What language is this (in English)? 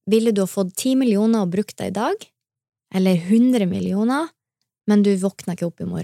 Norwegian